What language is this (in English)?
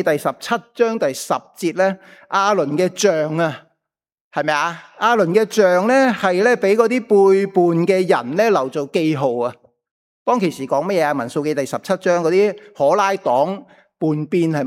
Cantonese